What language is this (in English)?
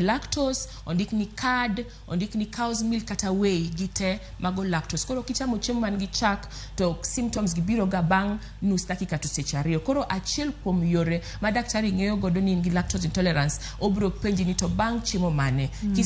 Luo (Kenya and Tanzania)